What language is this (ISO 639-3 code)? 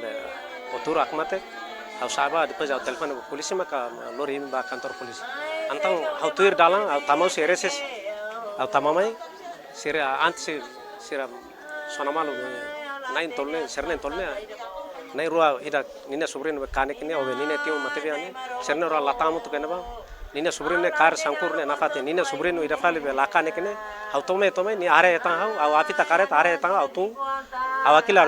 tet